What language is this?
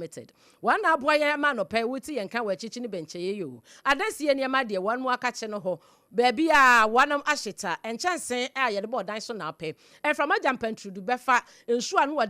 Akan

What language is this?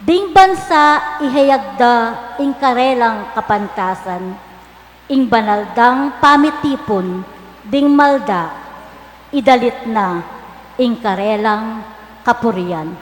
Pampanga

